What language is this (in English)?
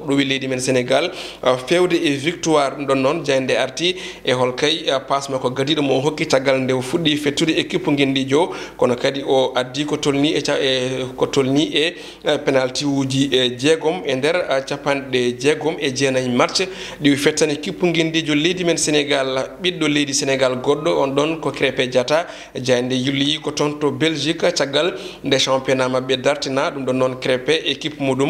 Fula